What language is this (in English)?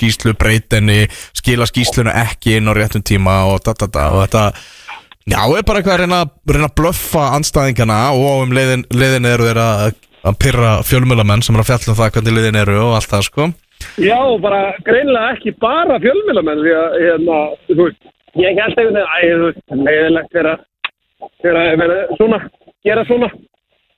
Icelandic